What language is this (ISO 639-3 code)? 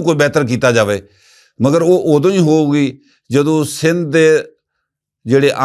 lah